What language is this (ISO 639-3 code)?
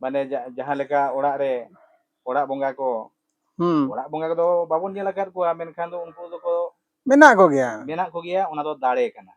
sat